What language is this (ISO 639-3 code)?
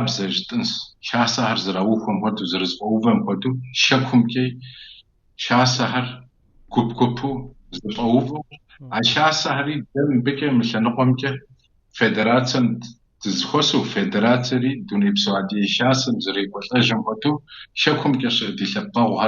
kbd